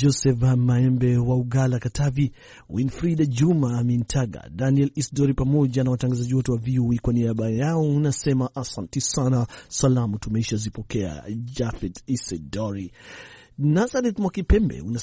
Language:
Swahili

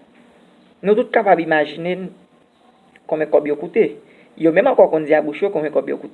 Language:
Haitian Creole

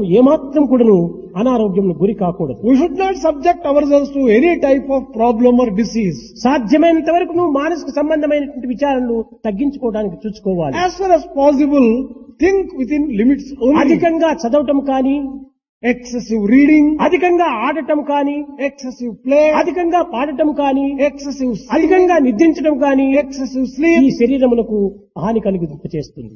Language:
Telugu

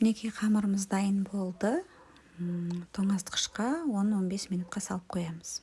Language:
Kazakh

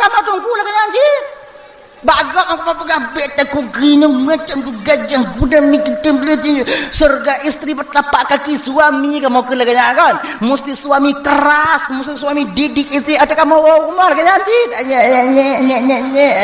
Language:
Achinese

